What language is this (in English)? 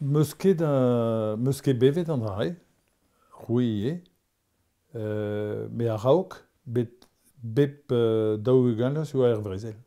Breton